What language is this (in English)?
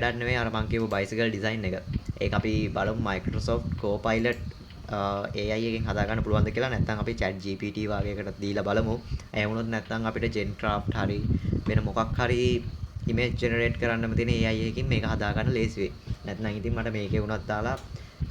Sinhala